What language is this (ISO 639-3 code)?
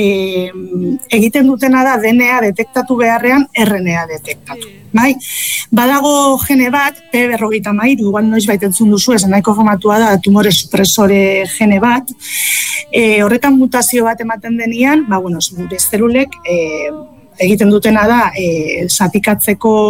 eus